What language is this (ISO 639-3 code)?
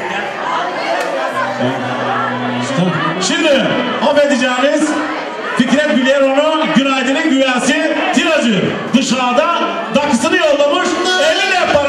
tur